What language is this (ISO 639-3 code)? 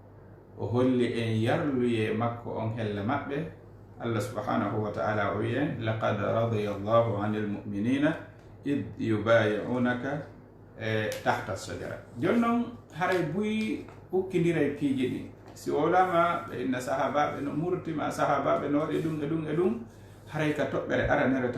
ful